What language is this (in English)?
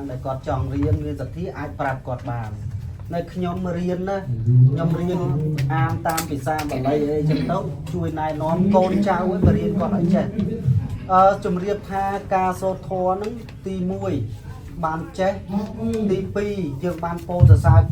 Khmer